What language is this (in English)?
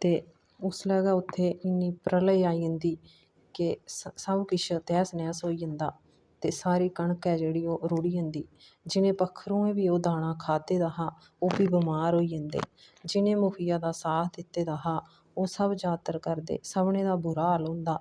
Dogri